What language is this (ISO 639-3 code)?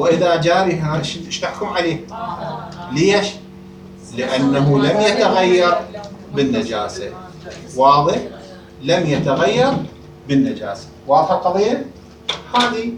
acm